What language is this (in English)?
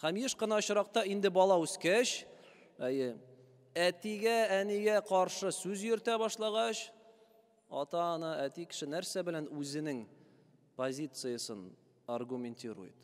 Tatar